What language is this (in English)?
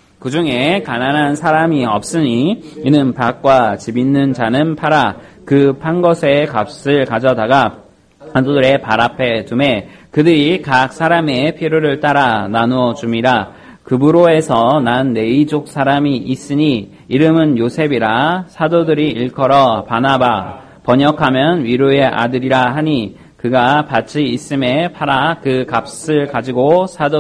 Korean